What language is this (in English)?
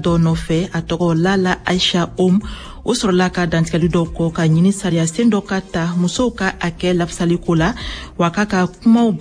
Bambara